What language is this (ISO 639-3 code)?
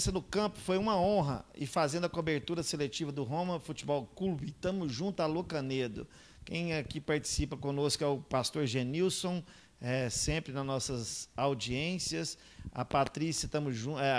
por